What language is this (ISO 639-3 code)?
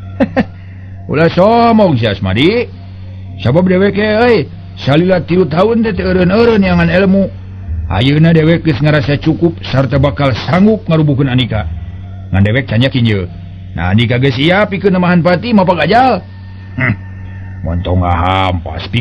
sun